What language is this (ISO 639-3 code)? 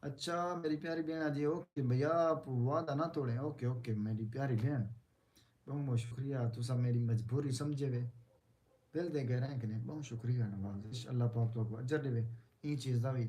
skr